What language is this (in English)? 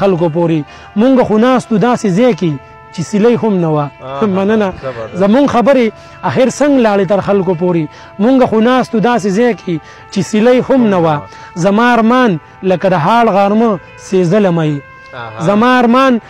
Pashto